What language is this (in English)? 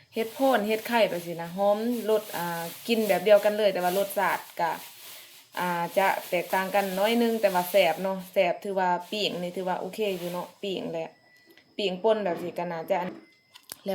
Lao